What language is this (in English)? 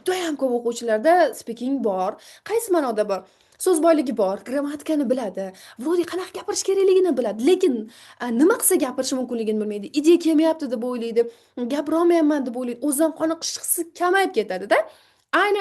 Uzbek